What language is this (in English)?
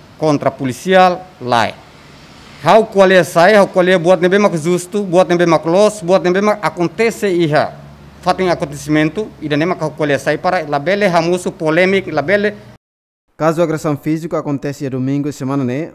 Tetum